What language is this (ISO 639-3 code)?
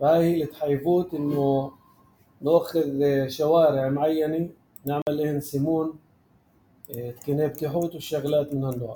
apc